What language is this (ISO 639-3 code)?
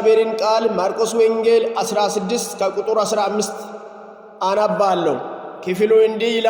amh